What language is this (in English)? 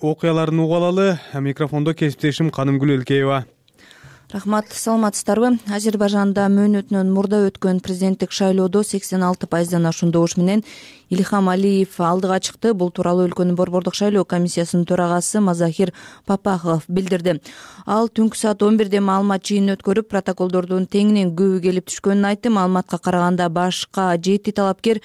Kyrgyz